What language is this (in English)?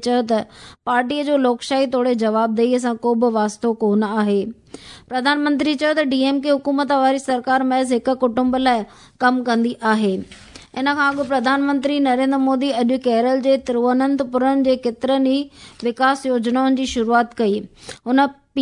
Sindhi